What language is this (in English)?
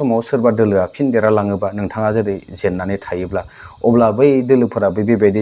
Bodo